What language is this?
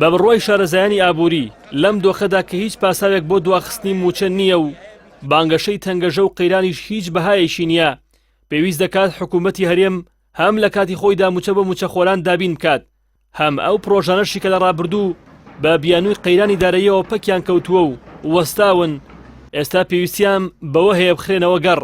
Central Kurdish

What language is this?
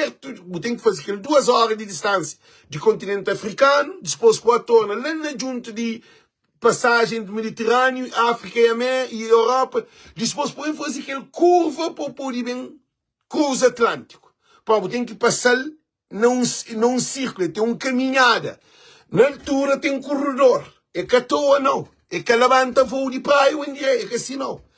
Kabuverdianu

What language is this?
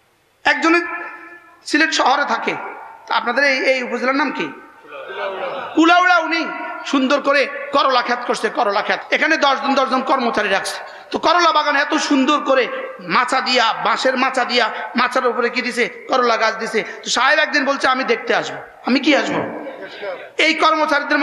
Bangla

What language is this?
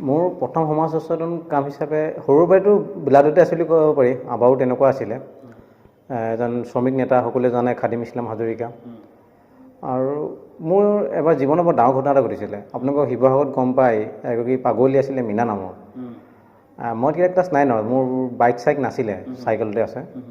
Assamese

